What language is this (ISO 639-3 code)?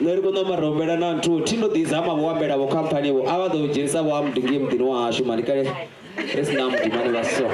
ven